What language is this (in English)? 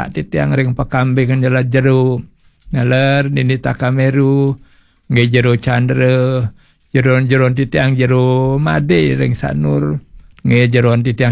Balinese